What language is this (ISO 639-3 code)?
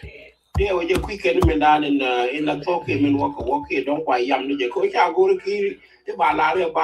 nus